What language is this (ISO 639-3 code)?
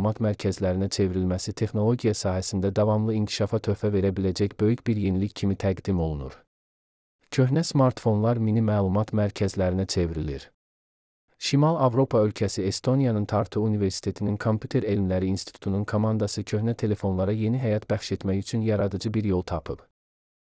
aze